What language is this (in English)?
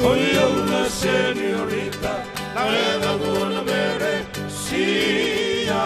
Fijian